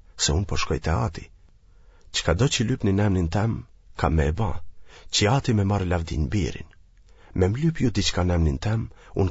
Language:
Albanian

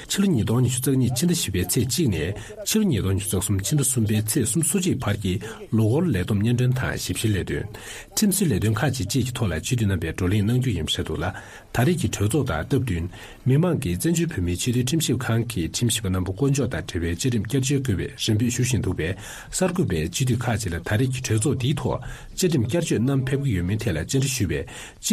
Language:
Tibetan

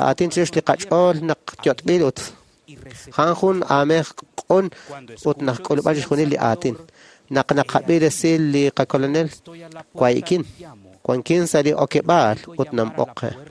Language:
Kekchí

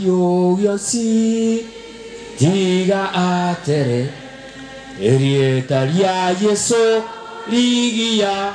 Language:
Gusii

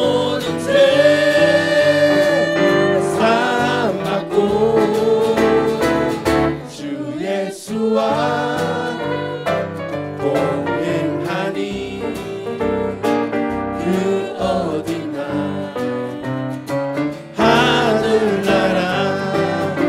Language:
Korean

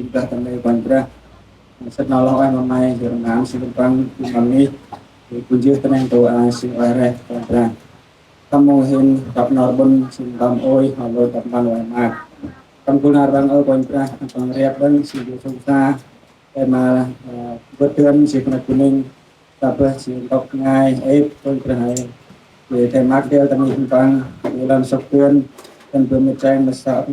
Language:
Central Mnong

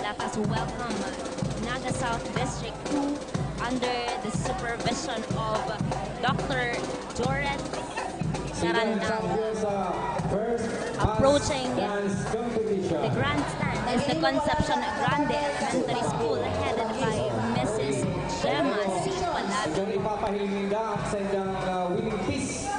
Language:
Bikol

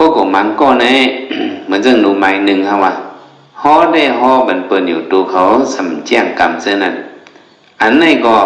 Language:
Shan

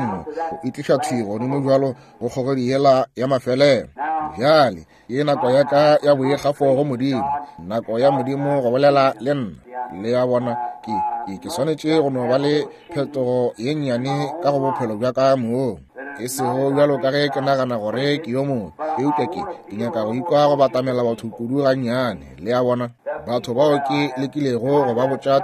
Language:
Northern Sotho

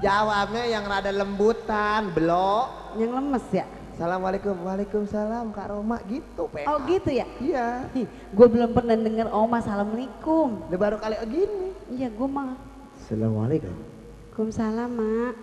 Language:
Betawi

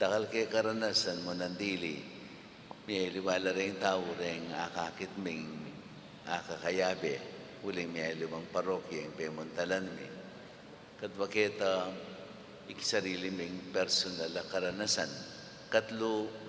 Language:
Pampanga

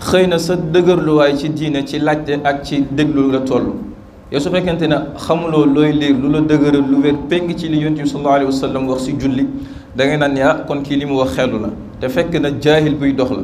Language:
Wolof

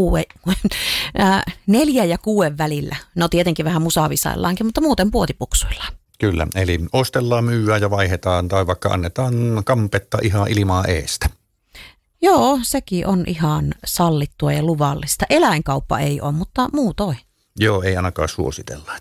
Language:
Finnish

